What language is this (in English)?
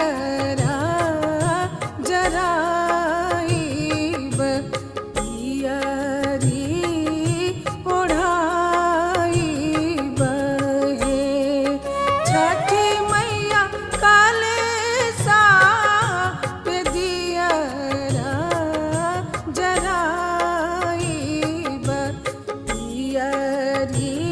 Bhojpuri